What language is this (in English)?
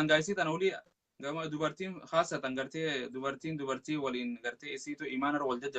Oromo